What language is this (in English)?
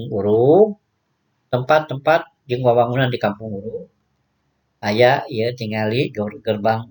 Sundanese